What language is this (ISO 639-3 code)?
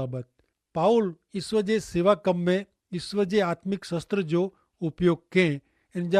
kfr